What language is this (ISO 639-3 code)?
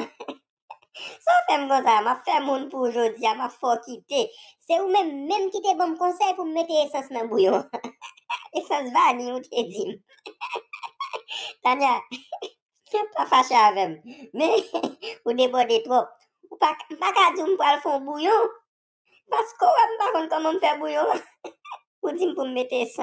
hat